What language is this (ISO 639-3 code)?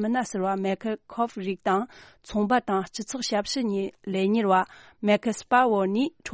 bod